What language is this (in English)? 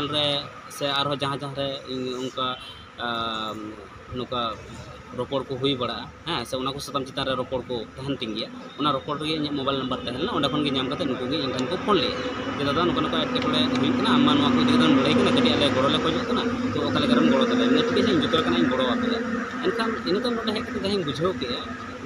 Santali